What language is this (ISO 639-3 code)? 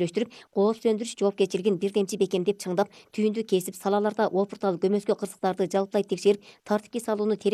kir